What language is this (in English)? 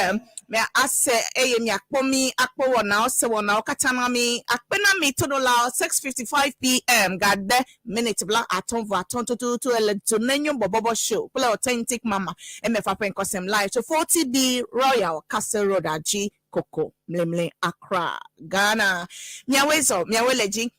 Ewe